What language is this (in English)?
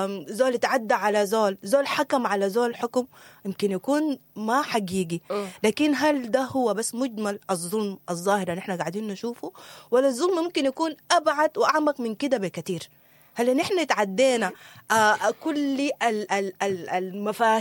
Sudanese Arabic